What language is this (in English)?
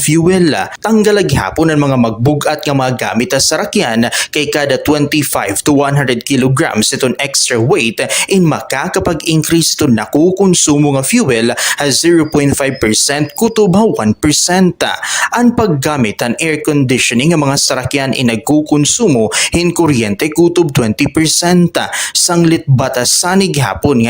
Waray